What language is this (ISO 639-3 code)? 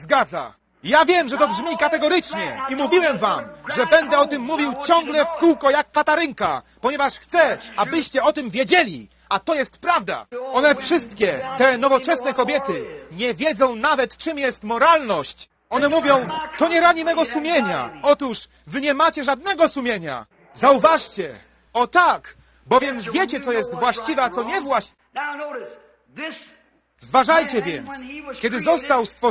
pol